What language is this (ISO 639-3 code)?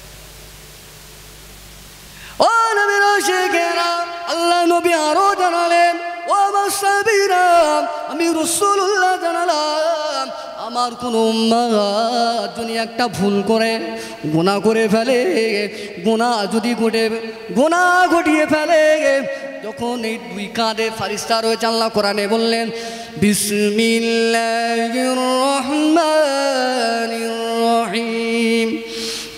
ben